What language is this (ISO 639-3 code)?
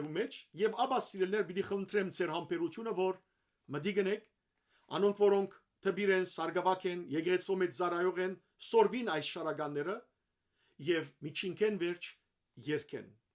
hyw